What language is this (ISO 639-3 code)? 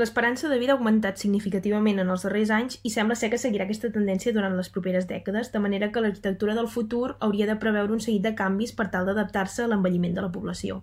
cat